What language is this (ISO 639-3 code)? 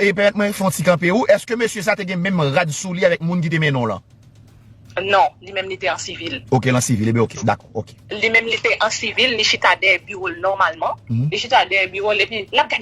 hat